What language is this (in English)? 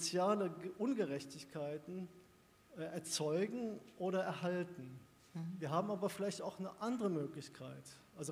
German